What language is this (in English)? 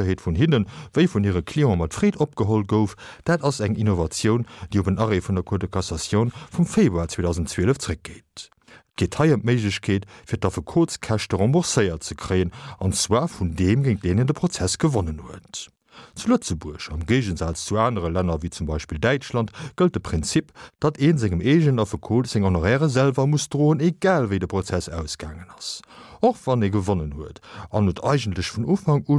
Luxembourgish